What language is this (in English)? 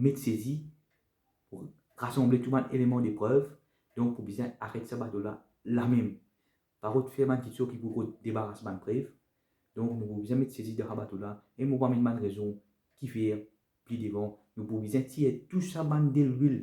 Morisyen